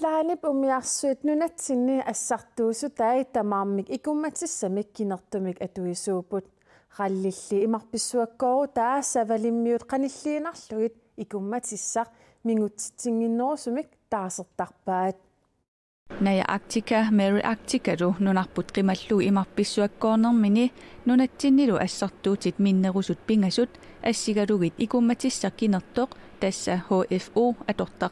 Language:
Kalaallisut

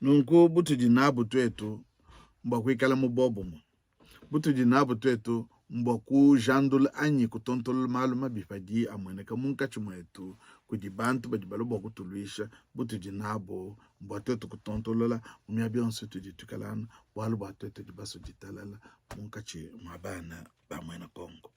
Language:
Luba-Lulua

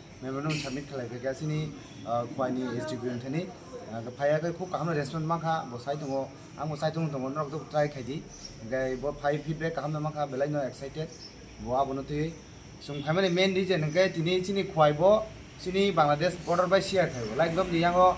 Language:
Kok Borok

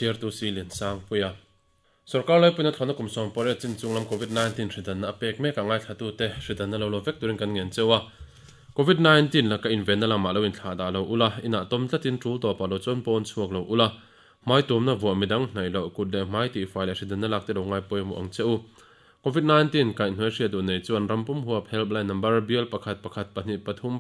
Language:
Mizo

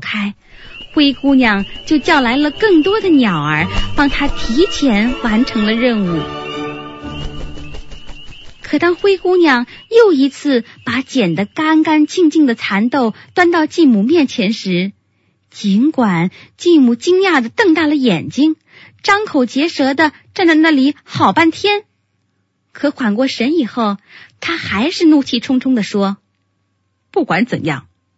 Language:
Chinese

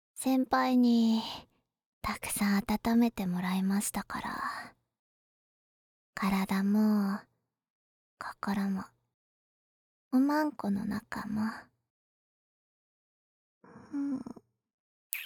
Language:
Japanese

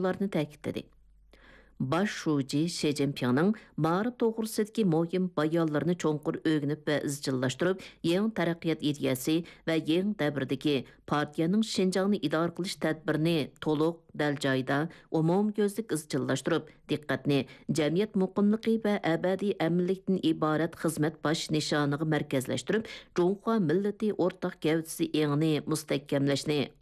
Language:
Uyghur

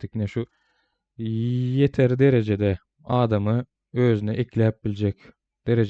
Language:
Turkmen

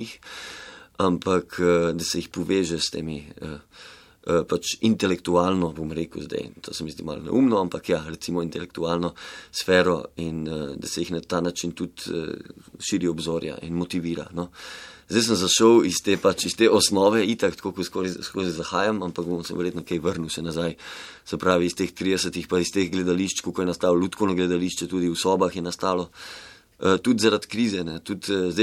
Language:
Slovenian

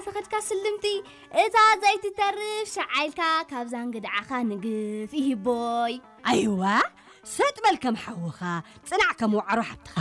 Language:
Tigrinya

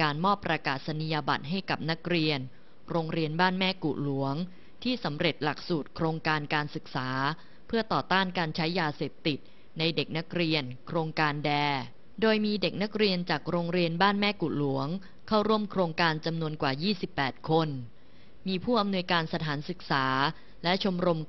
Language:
Thai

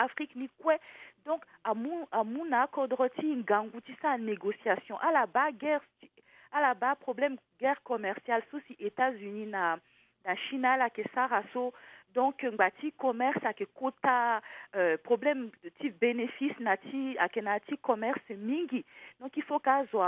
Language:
Sango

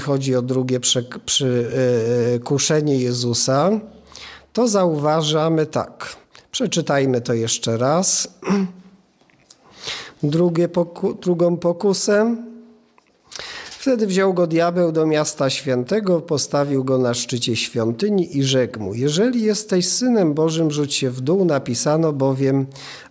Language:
Polish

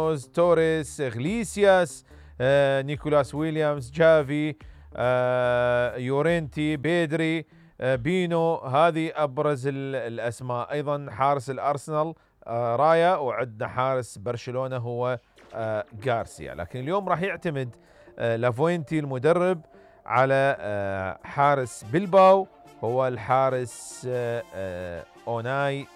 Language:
Mesopotamian Arabic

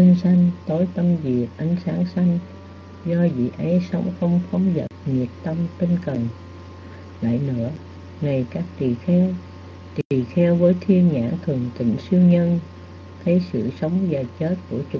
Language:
Vietnamese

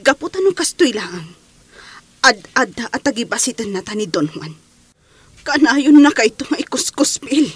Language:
Iloko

